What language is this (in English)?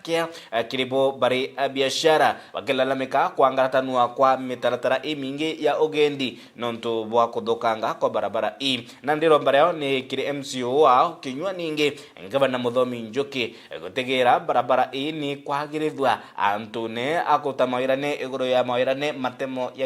Meru